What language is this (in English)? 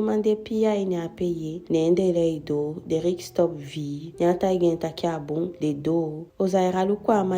Eastern Maroon Creole